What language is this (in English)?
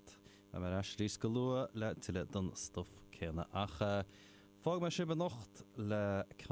Irish